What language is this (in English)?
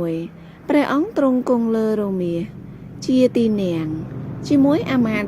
Khmer